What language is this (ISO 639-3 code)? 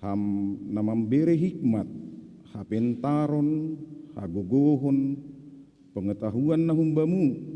bts